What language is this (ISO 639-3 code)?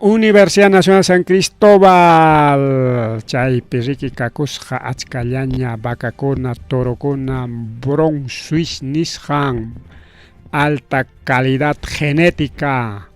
quy